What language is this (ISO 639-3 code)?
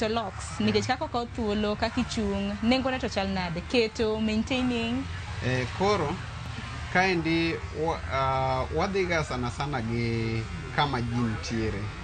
luo